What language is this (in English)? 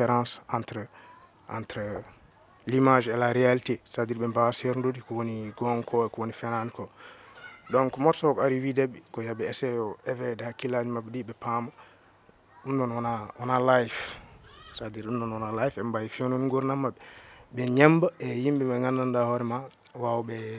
Fula